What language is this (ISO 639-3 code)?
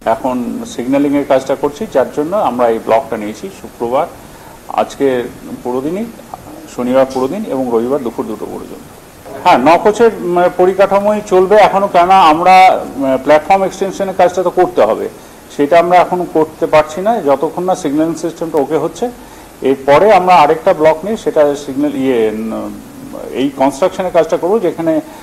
ben